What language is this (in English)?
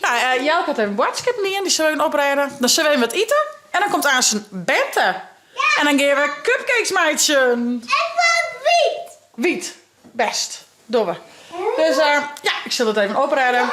Western Frisian